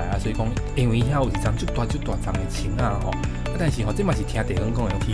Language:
Min Nan Chinese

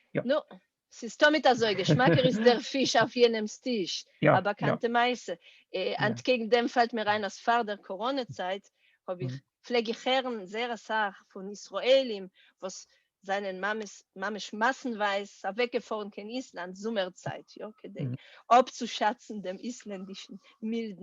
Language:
Yiddish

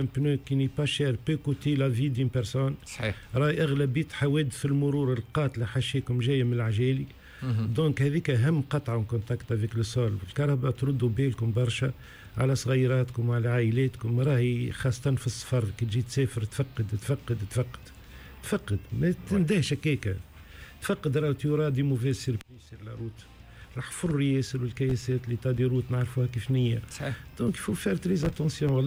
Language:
Tunisian Arabic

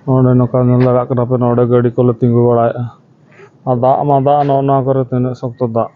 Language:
Santali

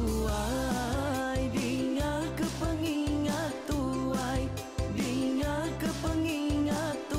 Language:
Iban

